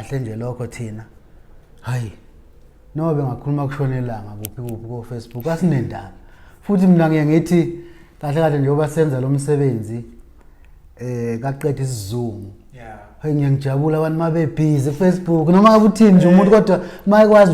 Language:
Zulu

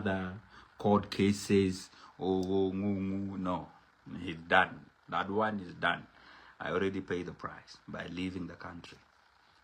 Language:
Nuer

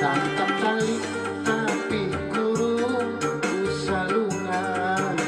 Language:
Banjar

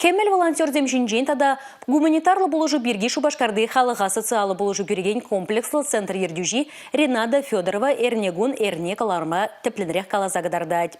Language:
Chuvash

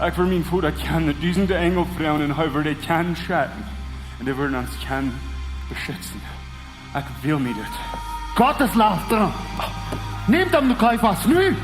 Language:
Plautdietsch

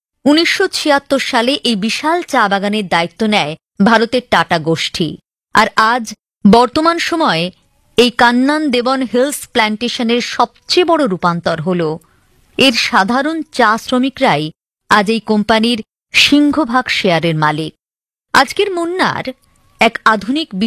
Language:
Bangla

